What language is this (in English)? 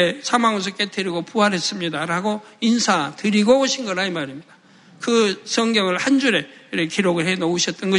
Korean